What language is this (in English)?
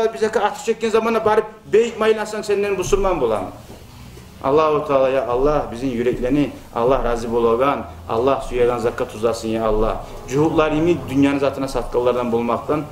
Kumyk